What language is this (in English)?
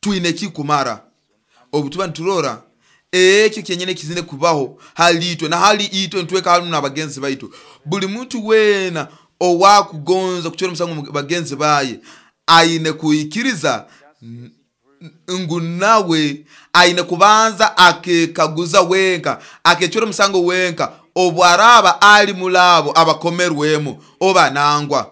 Nyoro